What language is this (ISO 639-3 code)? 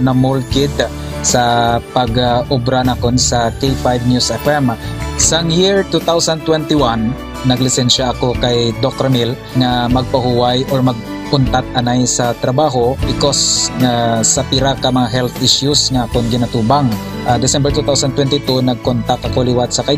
hil